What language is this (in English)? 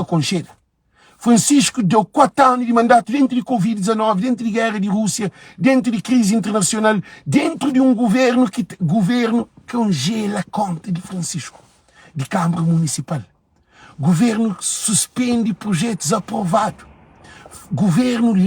Kabuverdianu